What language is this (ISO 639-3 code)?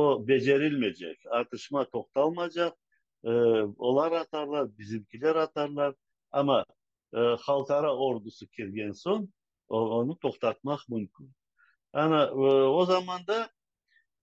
crh